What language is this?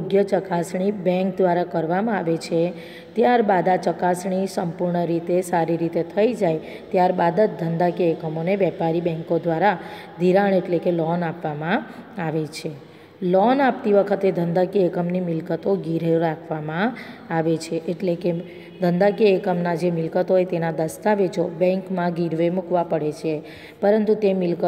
Gujarati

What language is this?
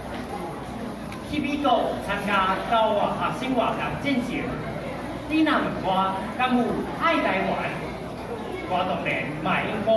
Min Nan Chinese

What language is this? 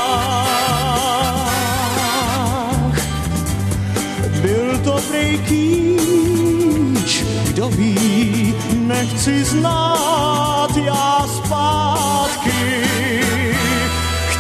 Czech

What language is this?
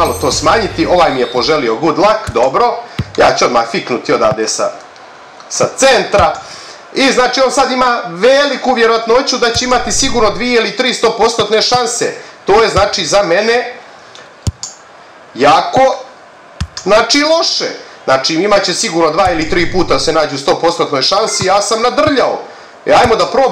Croatian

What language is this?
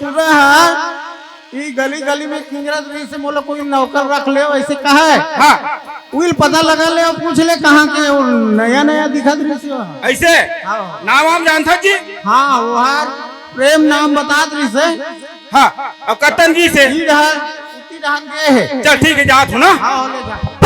Chhattisgarhi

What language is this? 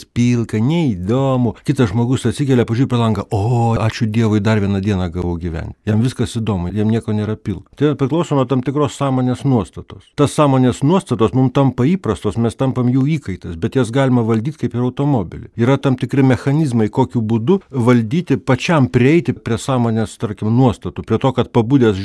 Lithuanian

